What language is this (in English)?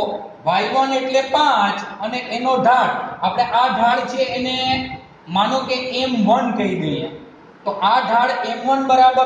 Gujarati